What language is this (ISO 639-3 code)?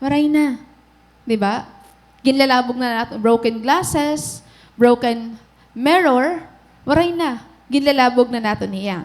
war